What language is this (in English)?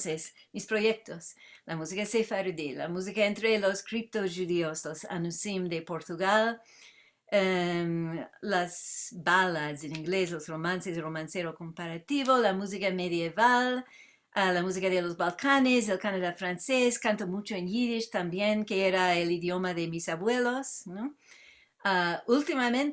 Ladino